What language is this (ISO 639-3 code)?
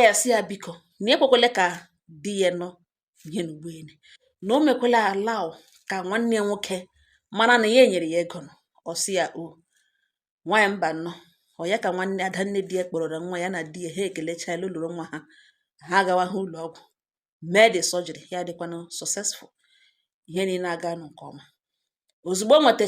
ibo